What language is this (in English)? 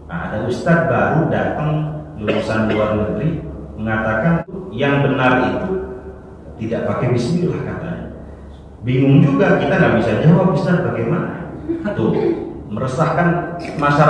Indonesian